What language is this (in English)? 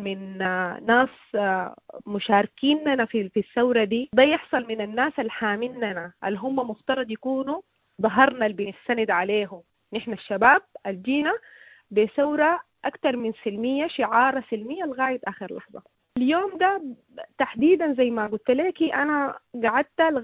Sudanese Arabic